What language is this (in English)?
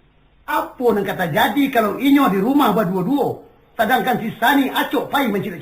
Minangkabau